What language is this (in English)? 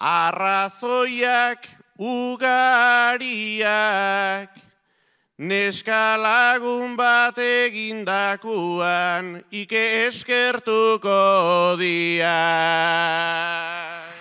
Basque